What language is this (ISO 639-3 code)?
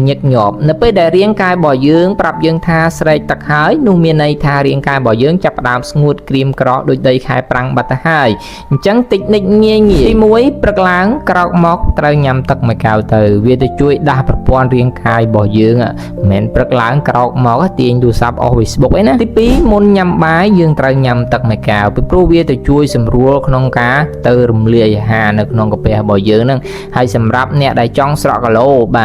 khm